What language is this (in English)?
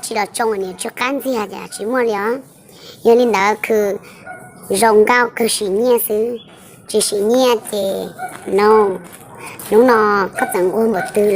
Hmong